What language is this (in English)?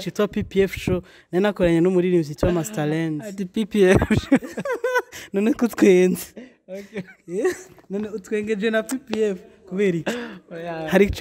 Rundi